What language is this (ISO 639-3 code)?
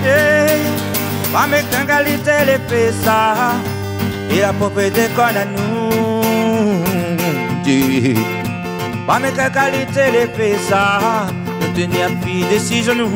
rcf